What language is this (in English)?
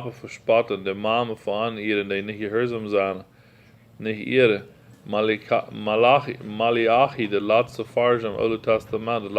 Plautdietsch